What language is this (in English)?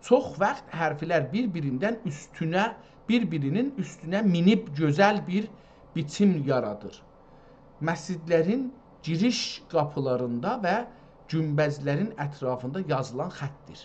South Azerbaijani